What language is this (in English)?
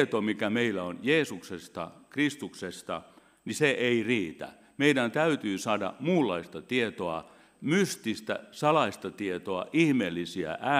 Finnish